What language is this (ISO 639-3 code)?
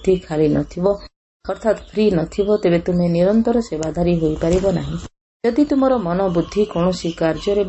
ori